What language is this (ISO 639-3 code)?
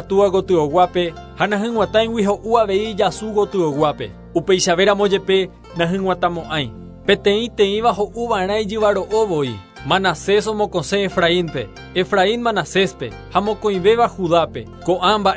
grn